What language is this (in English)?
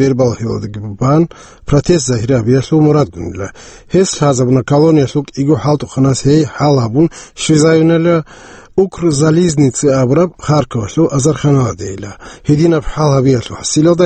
Avaric